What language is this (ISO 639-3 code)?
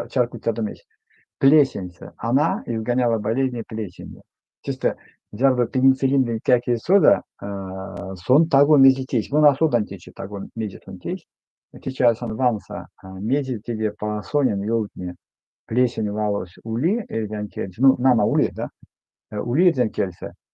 myv